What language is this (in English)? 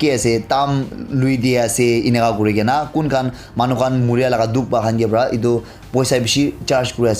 Naga Pidgin